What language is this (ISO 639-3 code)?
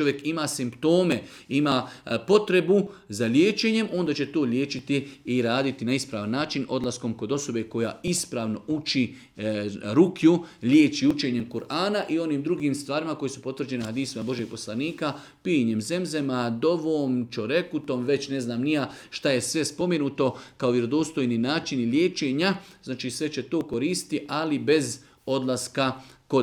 bos